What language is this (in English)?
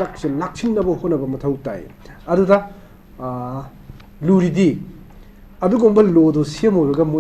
Manipuri